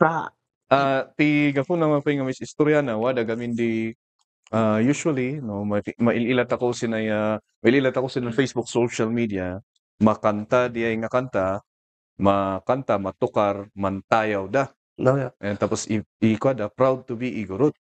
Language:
Kankanaey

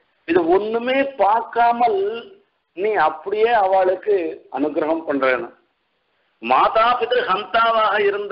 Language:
Tamil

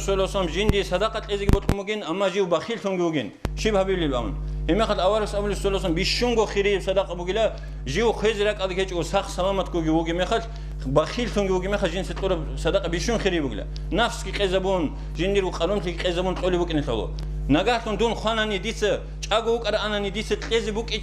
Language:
Avaric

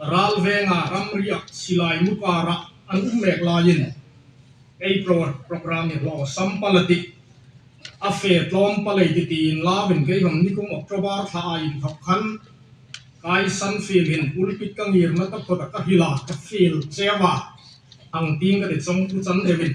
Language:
Hmar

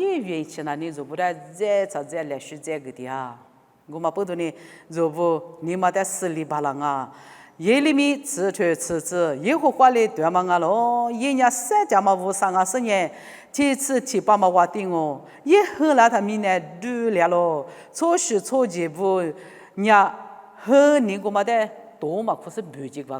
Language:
Lisu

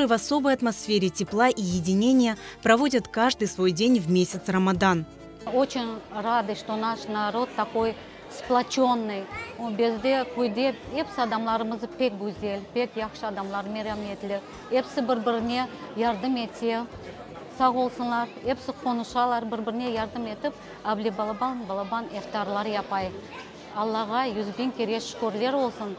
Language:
Crimean Tatar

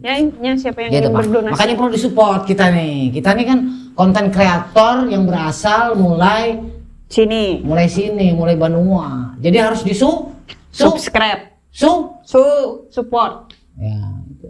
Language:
Banjar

